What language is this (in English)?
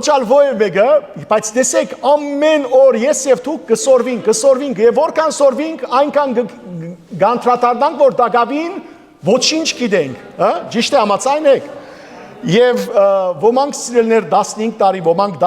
Western Armenian